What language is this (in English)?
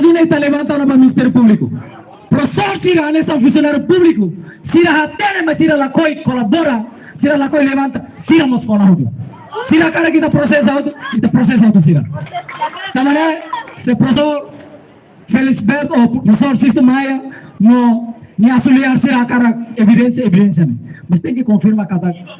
Tetum